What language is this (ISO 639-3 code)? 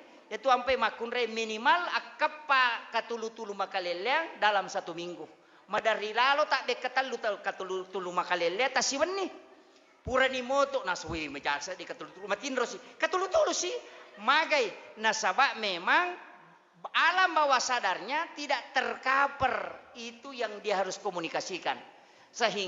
bug